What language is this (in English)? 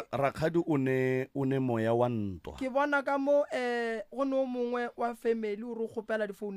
Northern Sotho